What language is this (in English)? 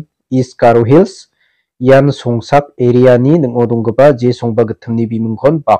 Garo